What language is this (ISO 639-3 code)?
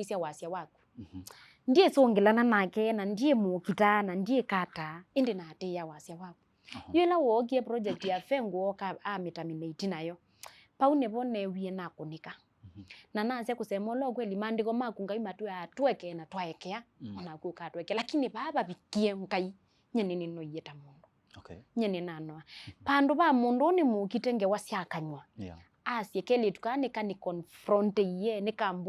kam